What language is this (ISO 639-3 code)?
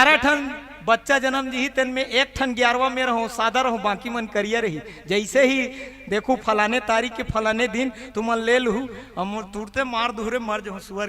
hne